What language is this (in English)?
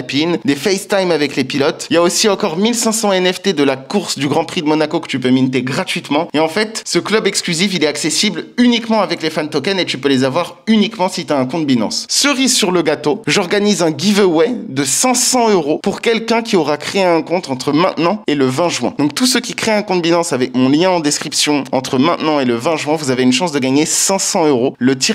French